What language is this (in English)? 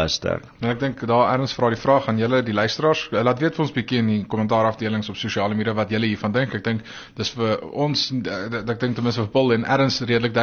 Afrikaans